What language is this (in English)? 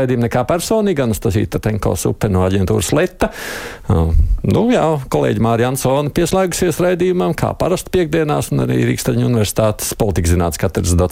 Latvian